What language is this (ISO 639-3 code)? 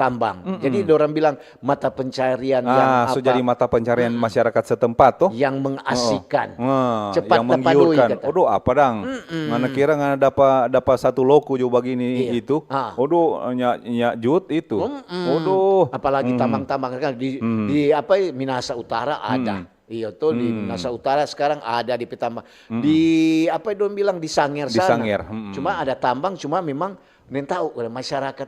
xmm